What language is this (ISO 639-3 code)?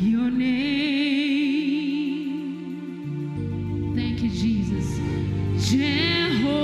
sot